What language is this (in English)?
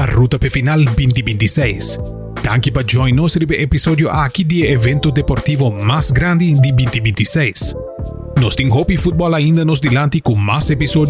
Papiamento